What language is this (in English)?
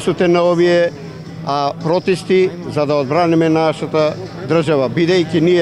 Macedonian